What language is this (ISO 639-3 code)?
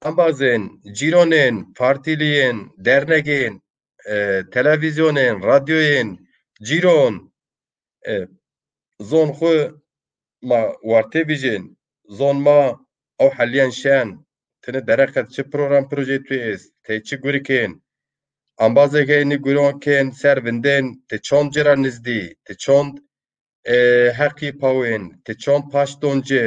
zza